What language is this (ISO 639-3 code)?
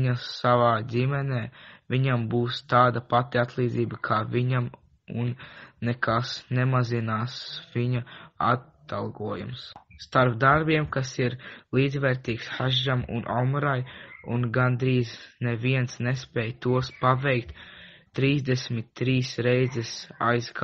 lav